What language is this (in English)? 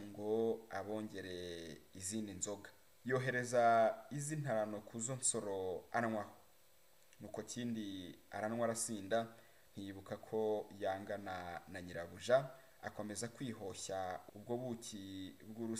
Kinyarwanda